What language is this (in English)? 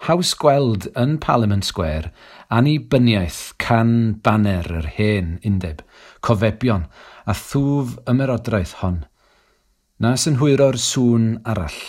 Welsh